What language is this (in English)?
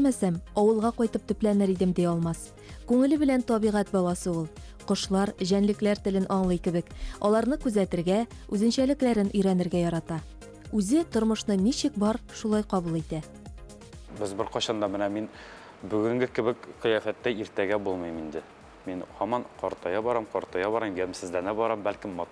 Tatar